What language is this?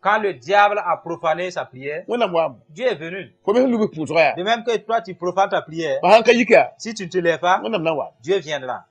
Mossi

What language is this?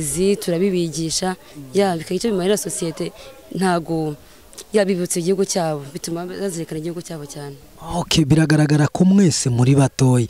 Kinyarwanda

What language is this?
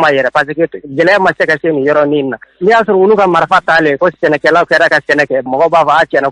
Bambara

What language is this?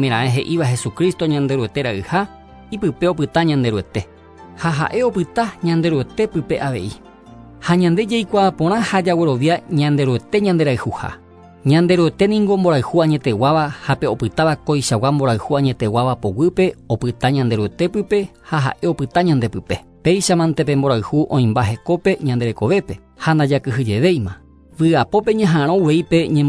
Guarani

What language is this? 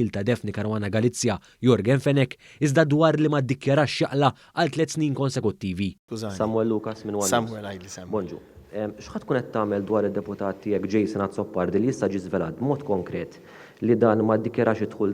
Maltese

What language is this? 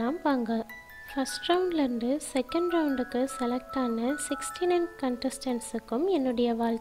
Tamil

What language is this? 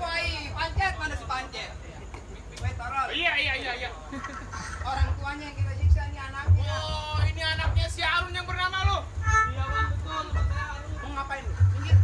Betawi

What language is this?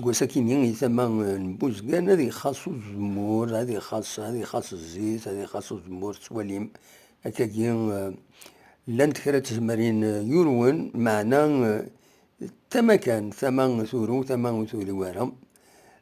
Kabyle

